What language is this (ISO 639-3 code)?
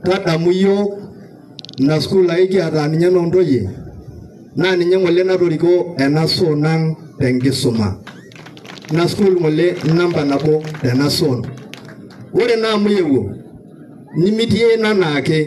mas